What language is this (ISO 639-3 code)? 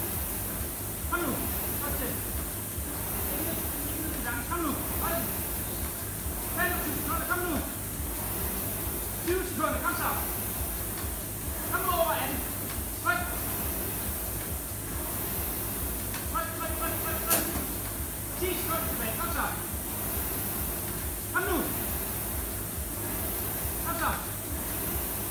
dan